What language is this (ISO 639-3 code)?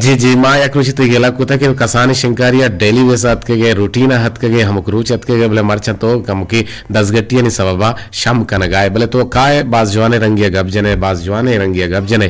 bgp